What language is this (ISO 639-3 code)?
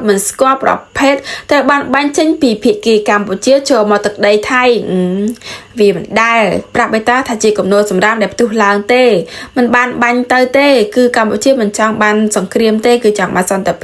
khm